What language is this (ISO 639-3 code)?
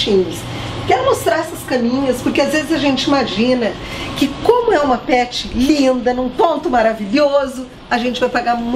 por